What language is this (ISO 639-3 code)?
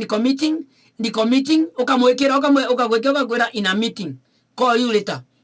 mer